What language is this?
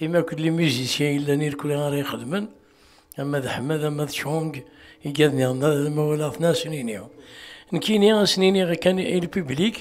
Kabyle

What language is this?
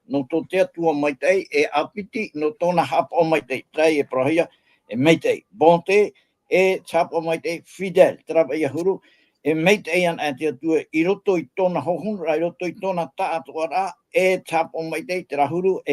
Tahitian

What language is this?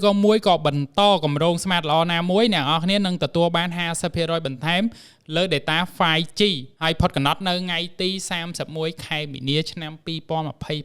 Khmer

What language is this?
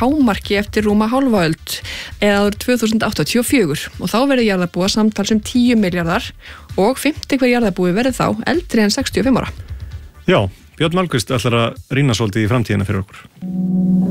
Icelandic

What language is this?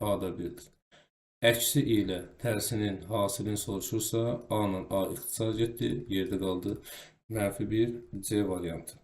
Azerbaijani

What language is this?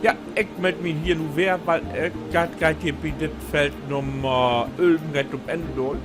Low German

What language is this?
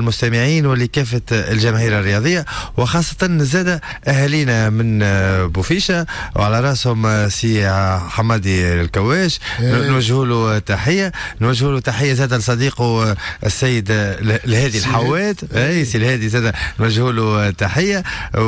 Tunisian Arabic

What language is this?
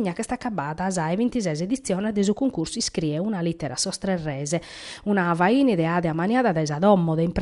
Sardinian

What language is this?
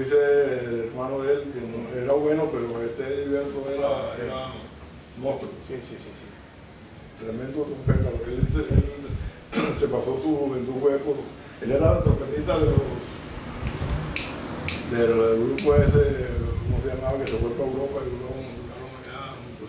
Spanish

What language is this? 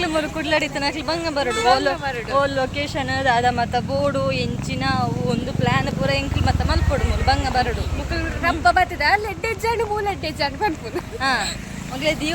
Tulu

